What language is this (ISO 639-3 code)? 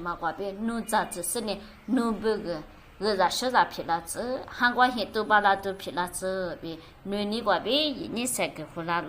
lis